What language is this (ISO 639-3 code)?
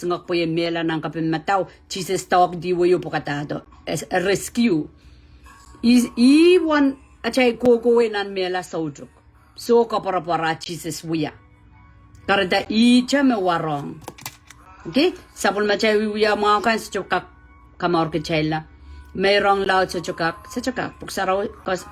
pon